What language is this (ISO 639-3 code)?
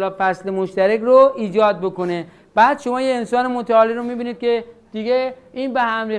fas